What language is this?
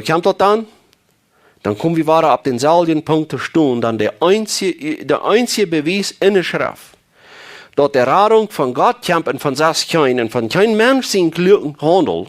Plautdietsch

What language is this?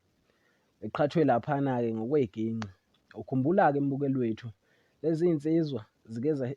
Zulu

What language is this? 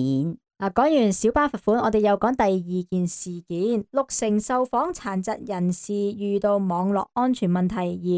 Cantonese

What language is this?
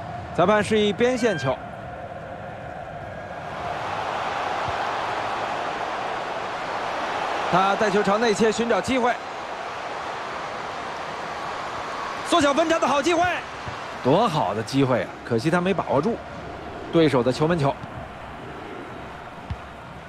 Chinese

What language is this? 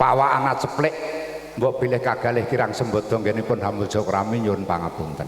Javanese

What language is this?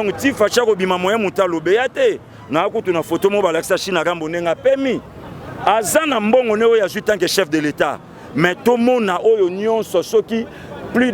Lingala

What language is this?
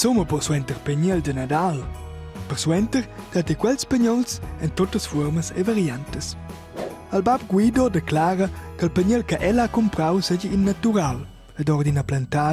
Romansh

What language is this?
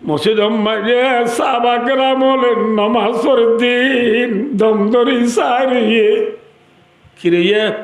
Rohingya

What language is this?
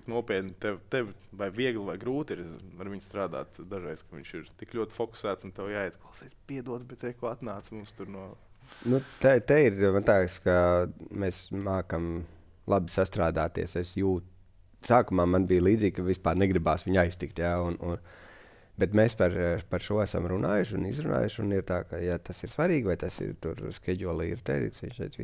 Latvian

